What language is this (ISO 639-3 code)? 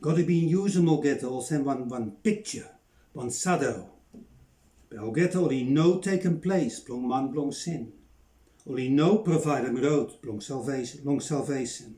bis